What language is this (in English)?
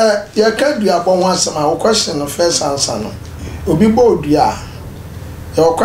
Akan